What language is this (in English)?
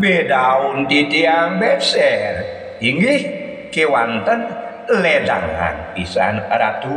Balinese